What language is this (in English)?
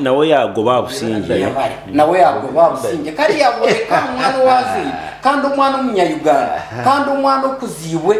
Nyankole